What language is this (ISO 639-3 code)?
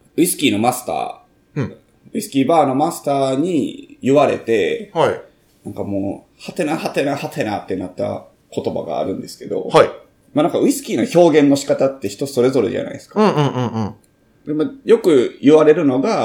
jpn